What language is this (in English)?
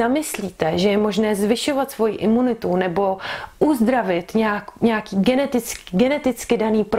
Czech